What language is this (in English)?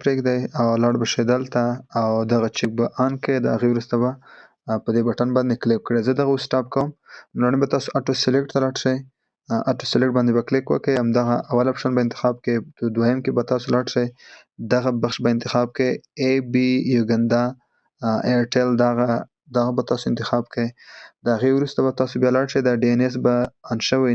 Pashto